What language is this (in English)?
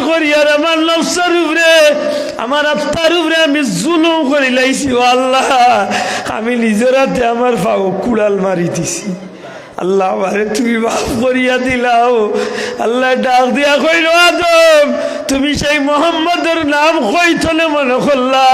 Sylheti